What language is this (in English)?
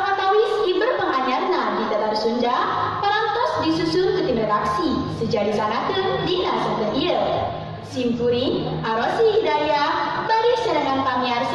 Sundanese